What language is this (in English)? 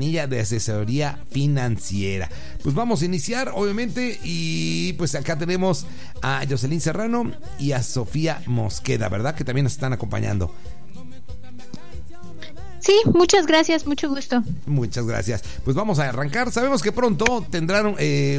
Spanish